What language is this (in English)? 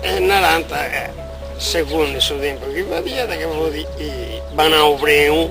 Sardinian